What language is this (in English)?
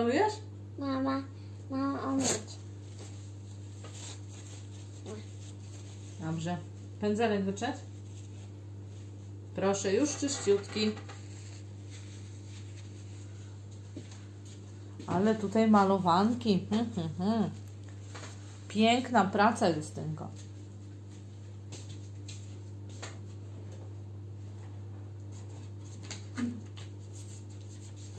Polish